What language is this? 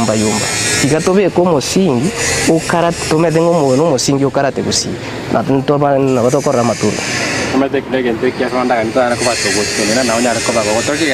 Gusii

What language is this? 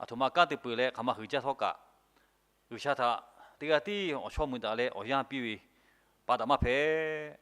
Lahu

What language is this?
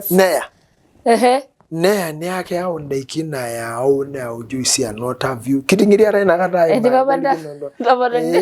Masai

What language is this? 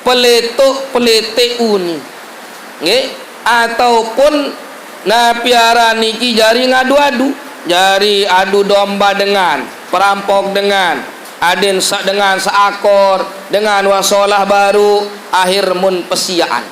Sasak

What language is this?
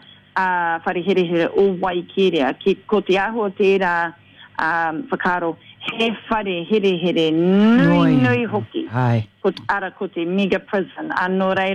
Māori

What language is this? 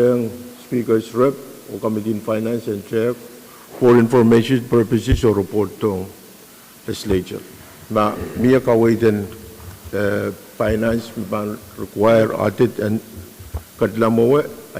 Pohnpeian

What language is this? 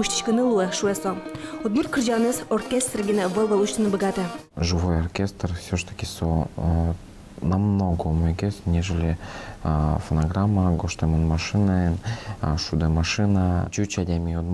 Udmurt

